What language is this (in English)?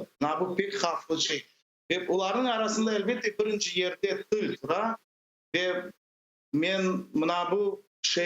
Crimean Tatar